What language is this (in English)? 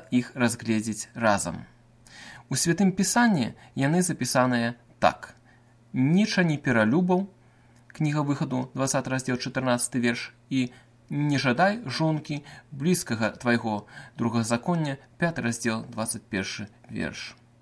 Belarusian